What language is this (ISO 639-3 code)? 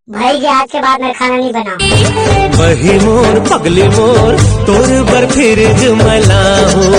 hne